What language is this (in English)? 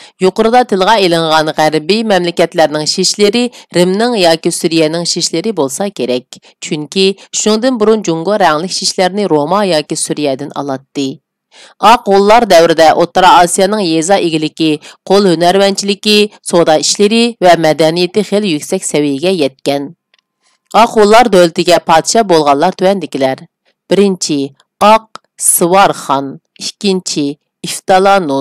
Uyghur